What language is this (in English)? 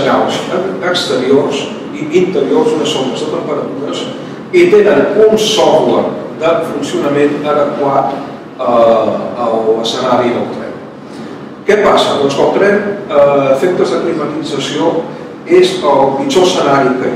Catalan